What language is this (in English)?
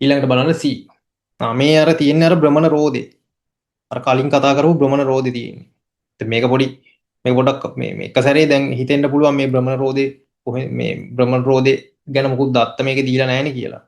Sinhala